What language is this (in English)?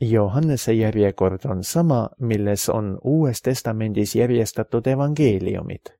Estonian